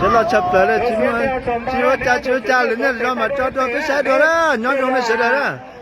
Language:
Hmong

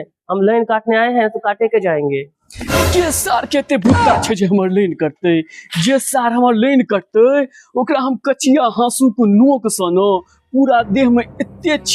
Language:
Maithili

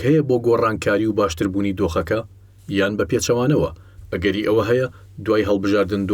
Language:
Central Kurdish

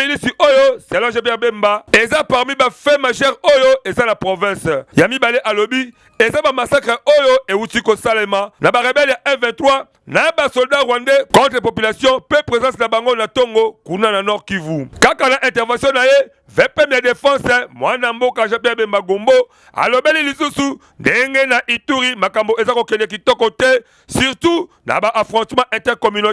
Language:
Lingala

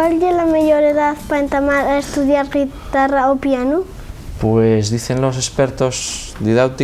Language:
Asturian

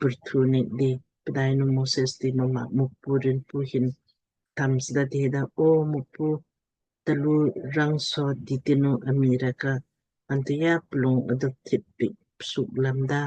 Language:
Lamkang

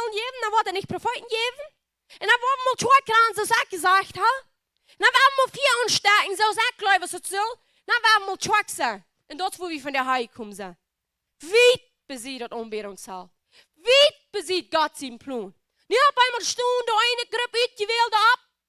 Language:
Plautdietsch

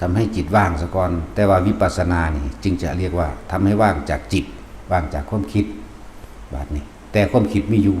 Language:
Northeastern Thai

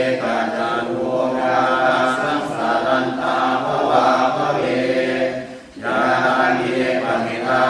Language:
Pali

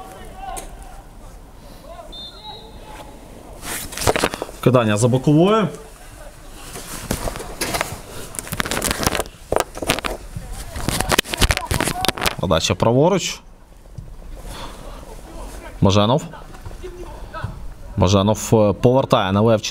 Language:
Ukrainian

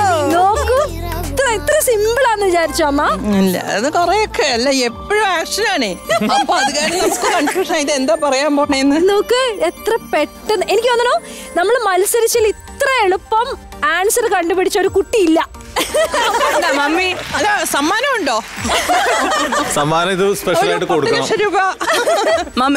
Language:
Malayalam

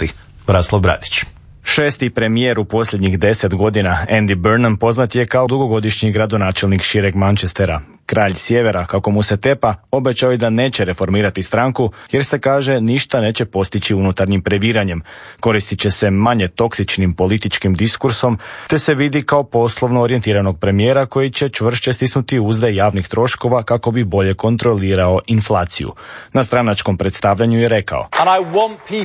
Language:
Croatian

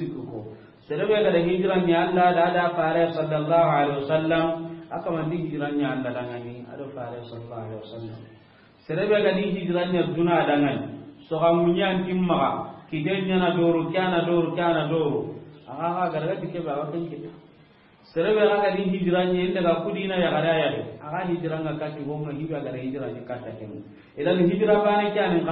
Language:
Soninke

